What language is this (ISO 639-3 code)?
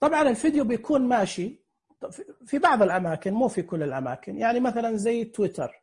ars